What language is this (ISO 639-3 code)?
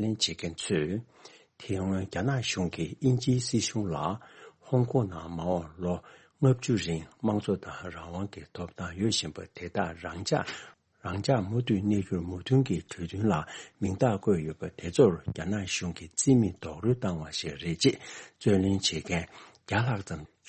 bod